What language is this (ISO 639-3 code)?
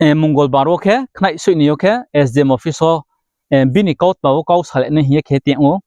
ria